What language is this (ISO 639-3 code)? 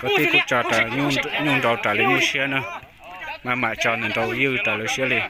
hmn